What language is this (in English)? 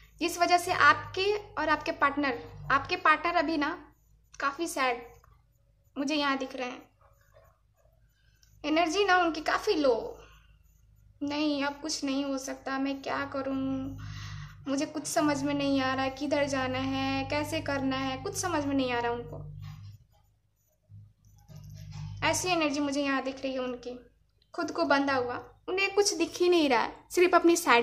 Hindi